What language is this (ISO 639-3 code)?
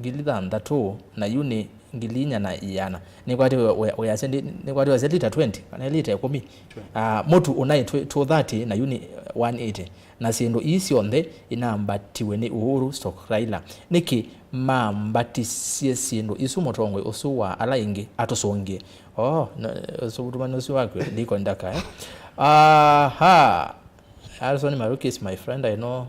kam